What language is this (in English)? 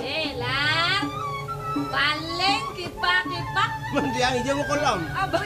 Balinese